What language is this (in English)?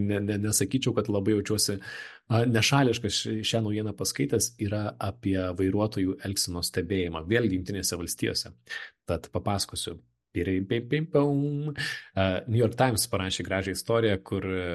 Lithuanian